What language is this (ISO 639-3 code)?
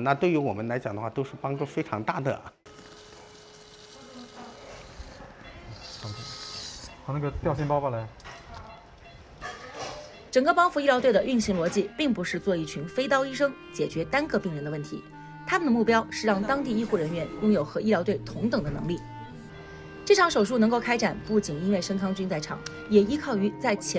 zho